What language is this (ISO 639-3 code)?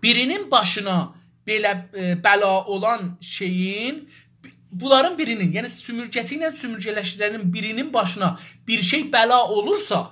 azb